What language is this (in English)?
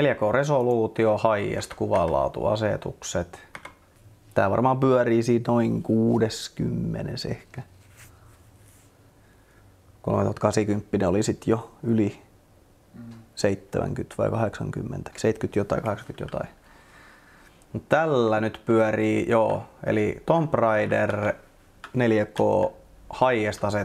Finnish